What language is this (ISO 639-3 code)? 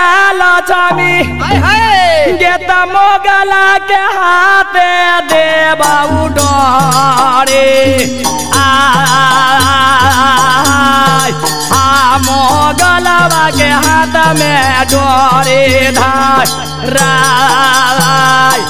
bho